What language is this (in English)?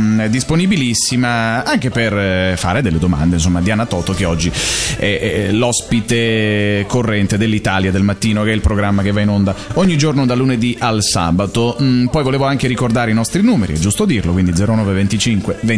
Italian